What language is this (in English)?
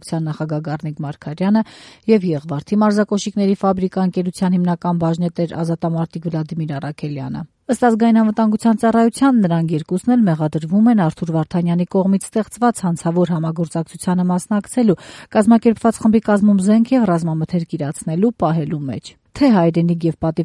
Armenian